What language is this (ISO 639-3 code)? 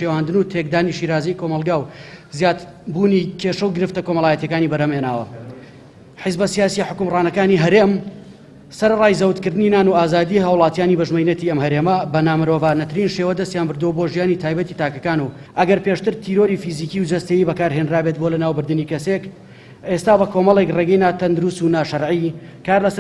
ckb